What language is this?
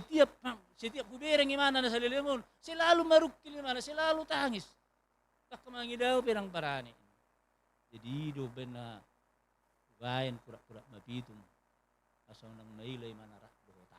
Batak Toba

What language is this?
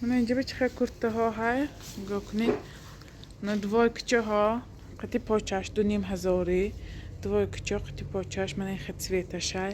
Tajik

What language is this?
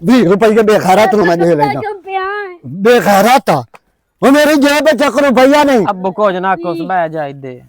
Western Panjabi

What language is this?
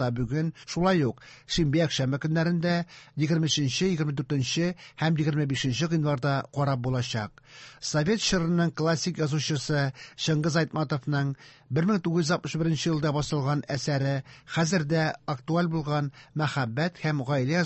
Tatar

